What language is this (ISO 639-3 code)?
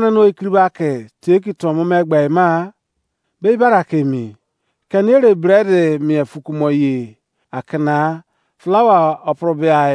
ijc